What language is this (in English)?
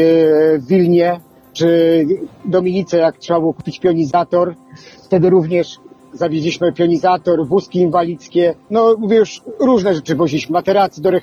Polish